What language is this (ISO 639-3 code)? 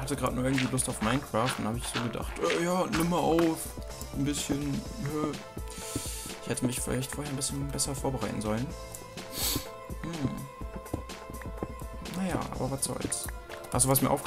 deu